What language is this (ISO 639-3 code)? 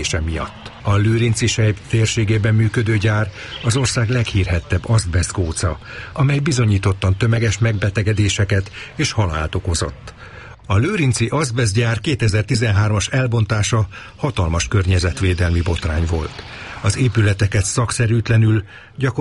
hun